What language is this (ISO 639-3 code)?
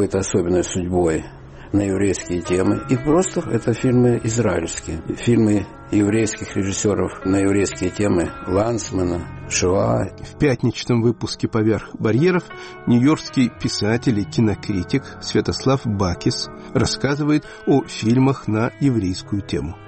rus